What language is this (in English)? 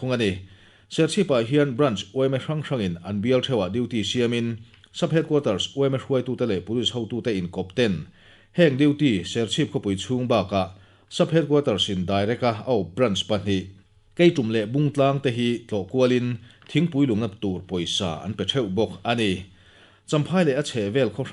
Mizo